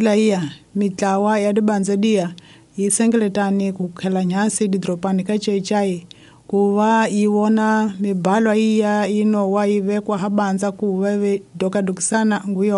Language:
Tsonga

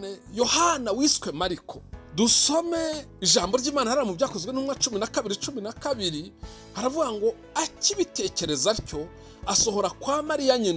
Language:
Kinyarwanda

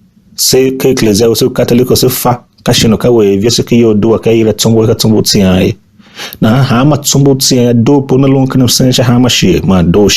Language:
Tiv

